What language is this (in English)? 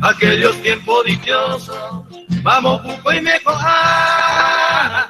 Guarani